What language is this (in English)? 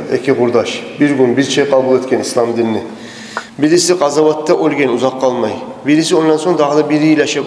Kumyk